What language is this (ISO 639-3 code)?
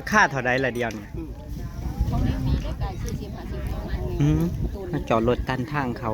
tts